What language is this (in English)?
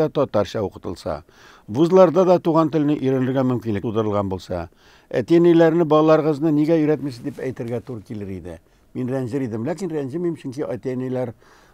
Tatar